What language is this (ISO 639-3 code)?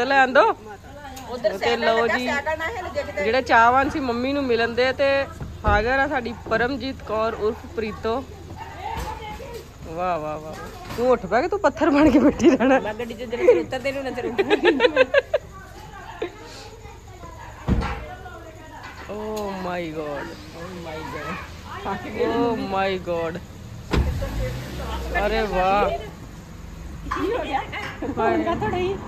pan